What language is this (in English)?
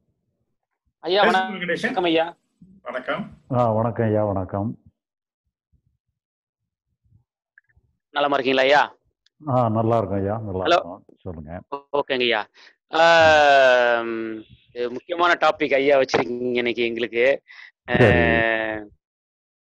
Tamil